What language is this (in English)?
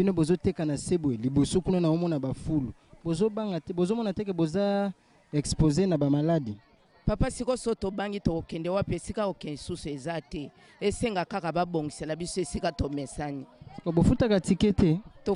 Lingala